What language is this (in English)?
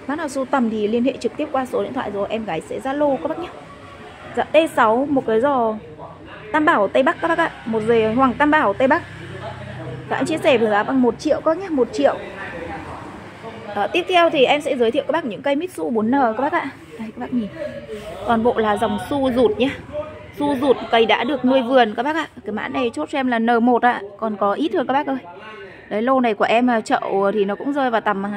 Vietnamese